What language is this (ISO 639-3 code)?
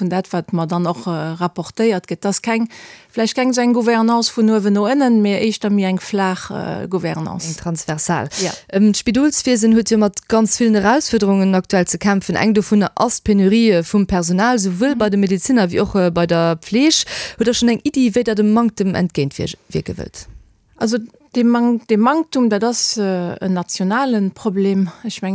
ltz